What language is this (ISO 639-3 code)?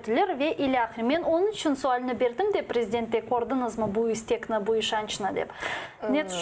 crh